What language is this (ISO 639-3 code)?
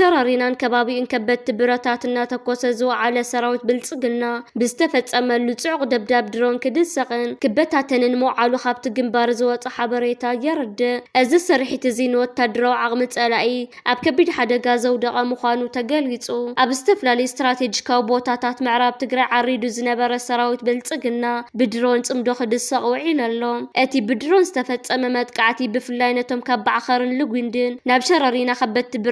tir